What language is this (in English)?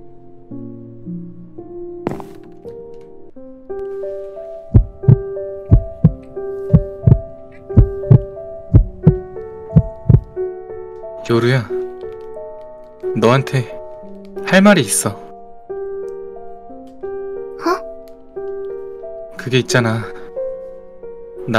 Korean